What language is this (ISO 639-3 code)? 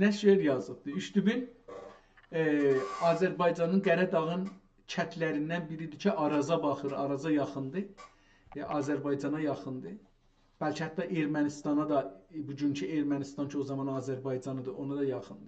azb